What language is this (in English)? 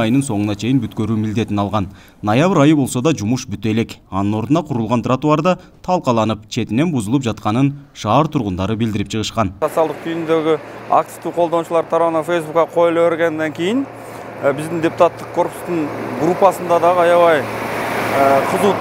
Kyrgyz